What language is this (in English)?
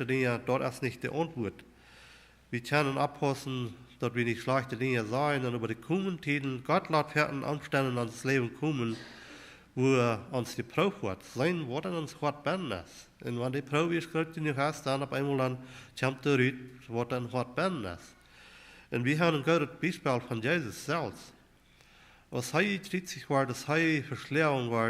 Plautdietsch